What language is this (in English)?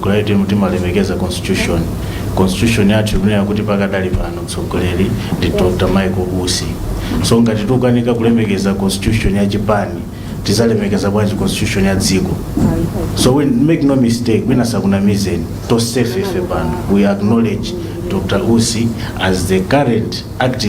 Nyanja